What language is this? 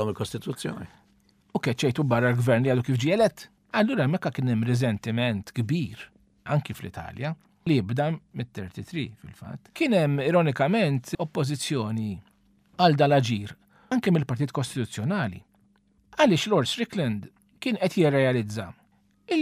Maltese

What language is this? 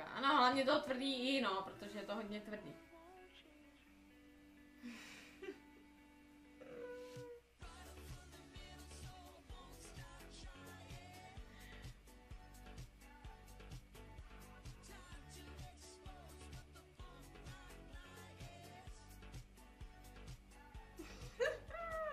Czech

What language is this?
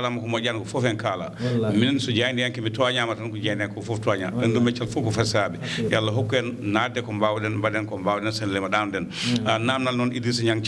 Fula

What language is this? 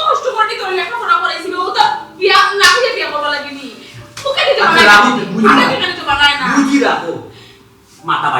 Sylheti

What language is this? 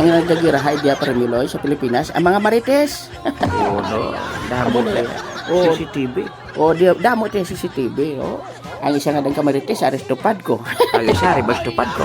Hiligaynon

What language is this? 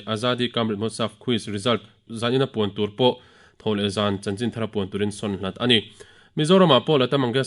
Mizo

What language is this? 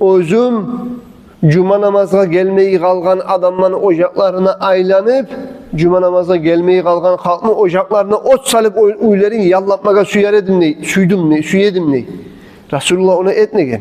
Kumyk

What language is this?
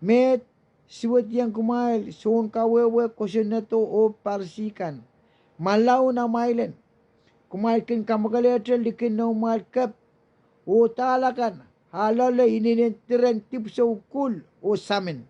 Pohnpeian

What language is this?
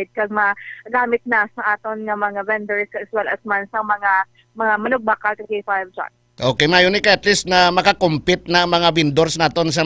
Hiligaynon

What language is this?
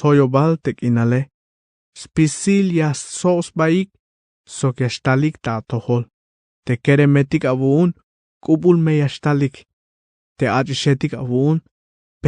Tzeltal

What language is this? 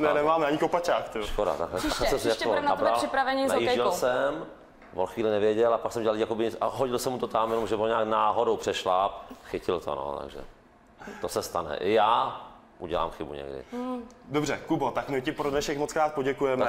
Czech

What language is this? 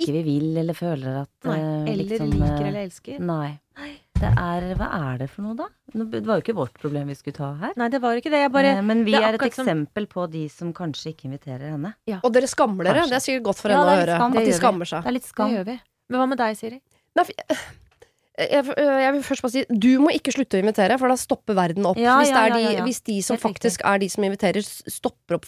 Norwegian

